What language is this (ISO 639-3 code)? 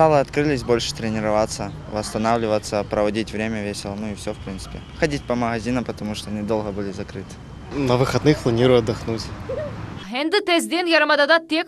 crh